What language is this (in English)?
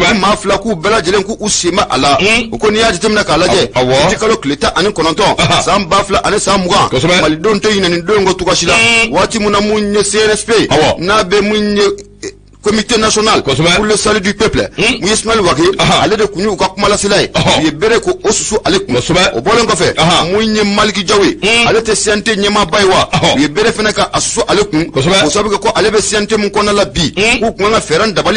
Bambara